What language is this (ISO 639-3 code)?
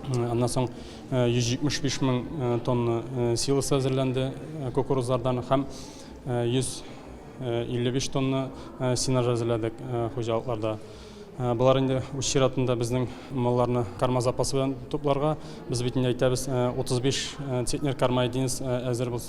tat